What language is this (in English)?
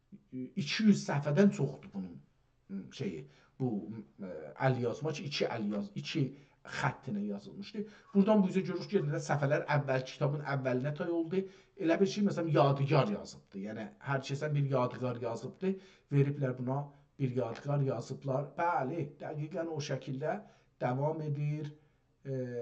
South Azerbaijani